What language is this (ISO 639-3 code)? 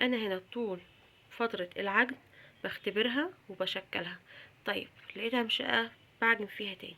arz